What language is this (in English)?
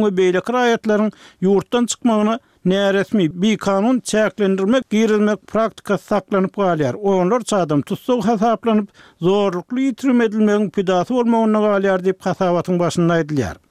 Turkmen